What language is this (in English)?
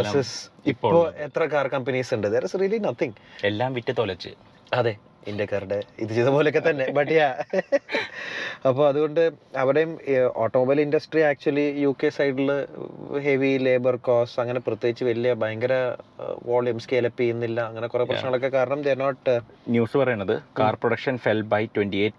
Malayalam